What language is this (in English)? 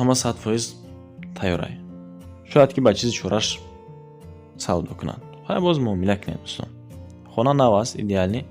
Tajik